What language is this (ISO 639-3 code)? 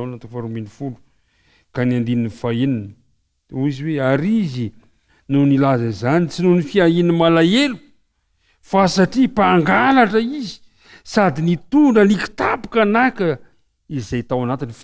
mlg